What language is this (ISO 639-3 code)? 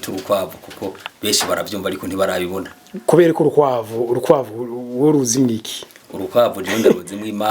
run